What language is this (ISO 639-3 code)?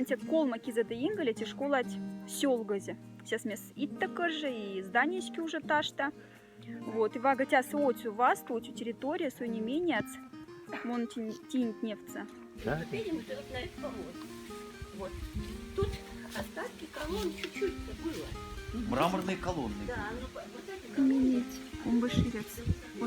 mdf